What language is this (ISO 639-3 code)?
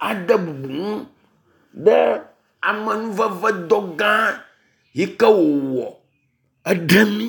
ewe